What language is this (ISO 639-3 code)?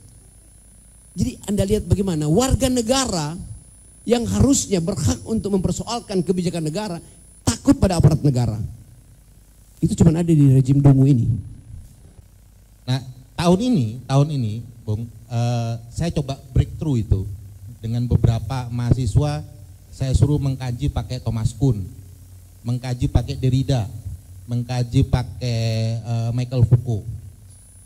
ind